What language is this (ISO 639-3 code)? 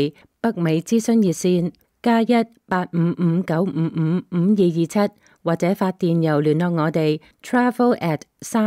yue